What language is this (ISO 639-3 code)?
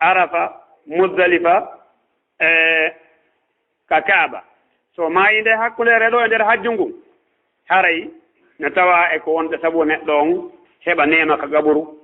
ful